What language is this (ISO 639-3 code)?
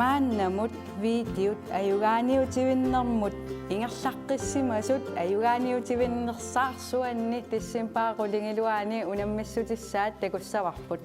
kal